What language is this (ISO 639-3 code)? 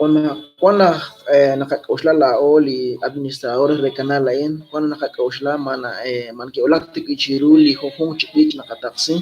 kek